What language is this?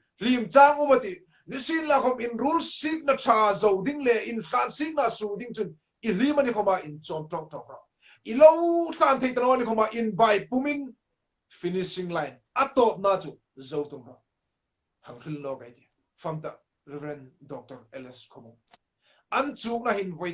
Hmar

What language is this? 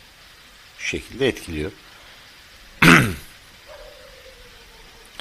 Turkish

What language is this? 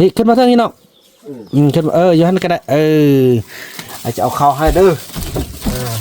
Northeastern Thai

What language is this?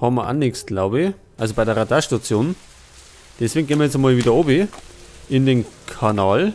Bavarian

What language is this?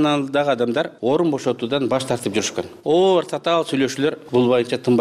Kyrgyz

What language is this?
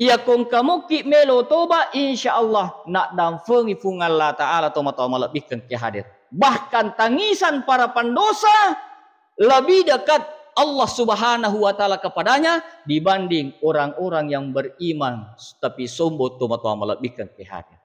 Buginese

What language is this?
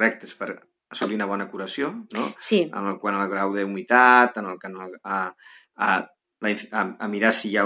Catalan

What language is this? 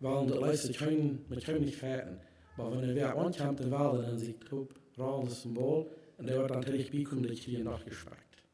Plautdietsch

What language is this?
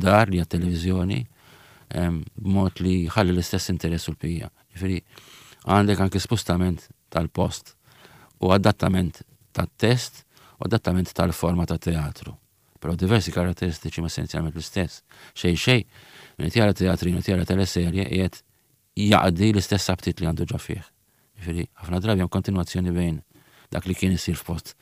Maltese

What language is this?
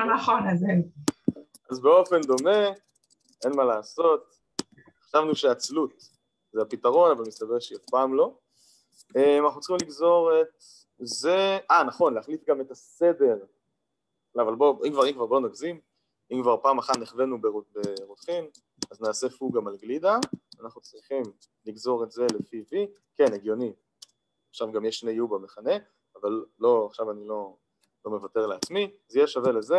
Hebrew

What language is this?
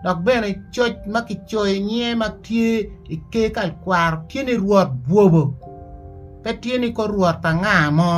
Acoli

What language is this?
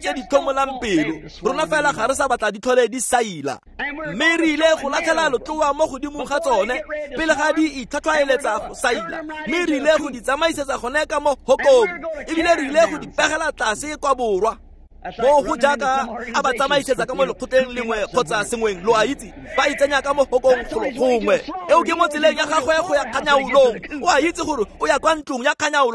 Tswana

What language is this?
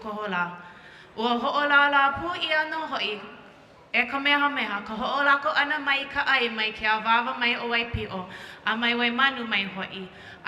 Hawaiian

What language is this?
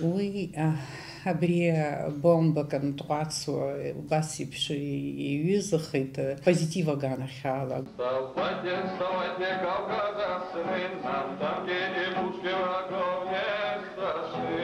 Abkhazian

